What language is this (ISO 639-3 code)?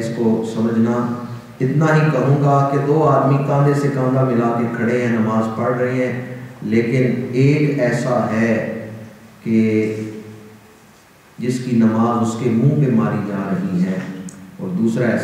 urd